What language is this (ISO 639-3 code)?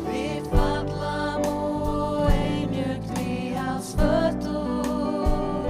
fao